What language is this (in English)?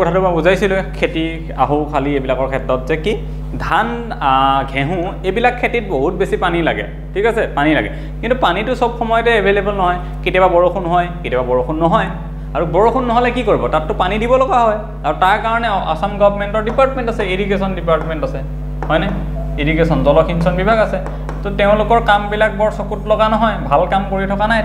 Assamese